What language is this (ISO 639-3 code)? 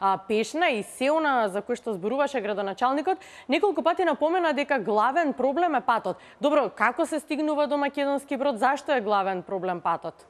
mkd